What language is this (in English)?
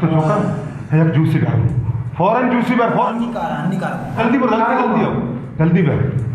Baluchi